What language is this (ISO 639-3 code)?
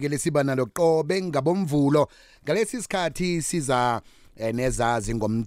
nbl